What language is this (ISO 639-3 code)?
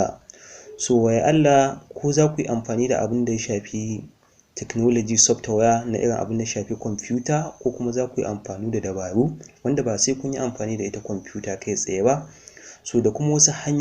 hau